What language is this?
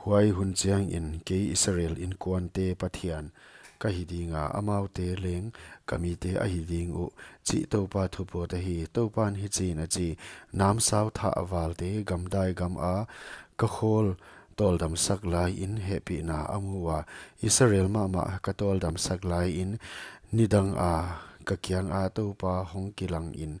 Paite Chin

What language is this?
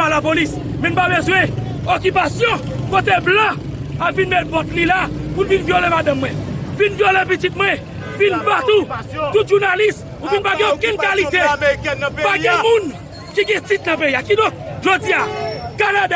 Haitian Creole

